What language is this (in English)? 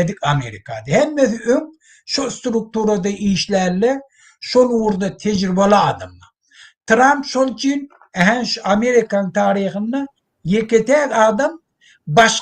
Turkmen